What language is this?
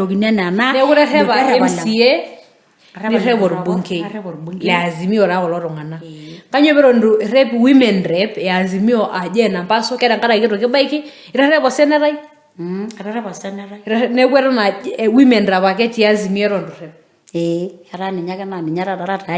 Masai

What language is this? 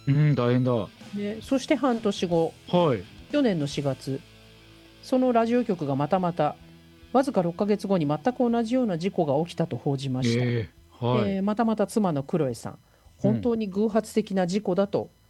Japanese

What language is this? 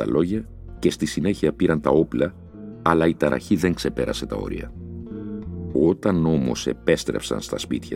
Greek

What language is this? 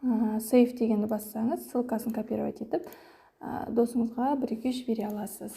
Kazakh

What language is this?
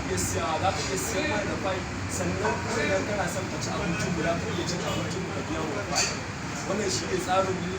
Hausa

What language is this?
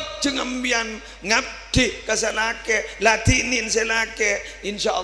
Madurese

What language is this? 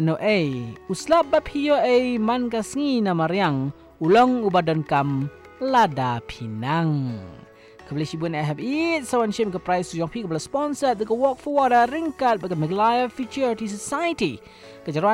Malay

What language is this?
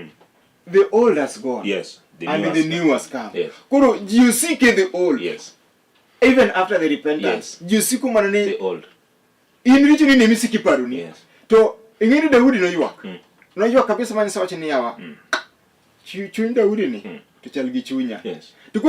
Luo (Kenya and Tanzania)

